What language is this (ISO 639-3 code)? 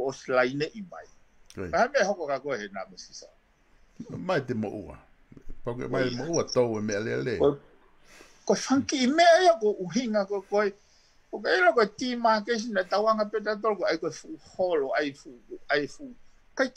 ton